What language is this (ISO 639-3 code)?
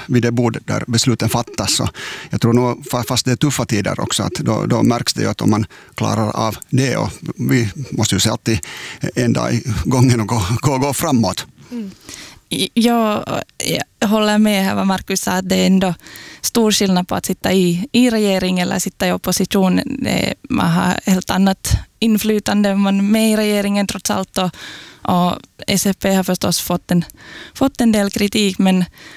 swe